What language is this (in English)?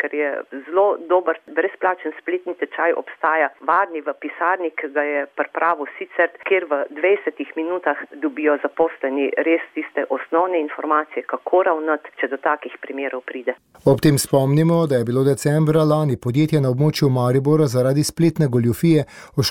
Slovenian